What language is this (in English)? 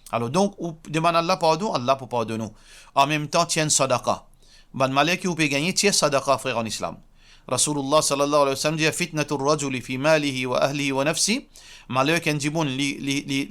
Morisyen